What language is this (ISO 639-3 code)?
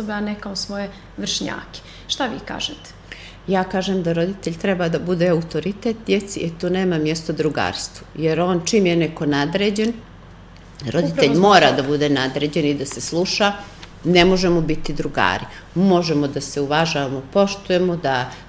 srp